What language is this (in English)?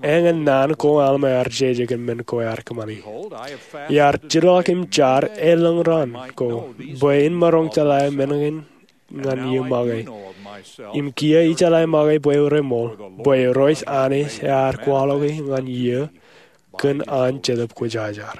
Marshallese